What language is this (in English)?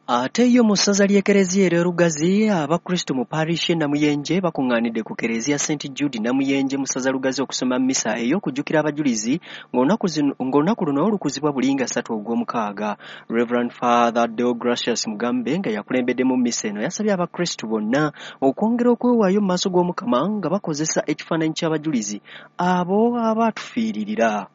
Ganda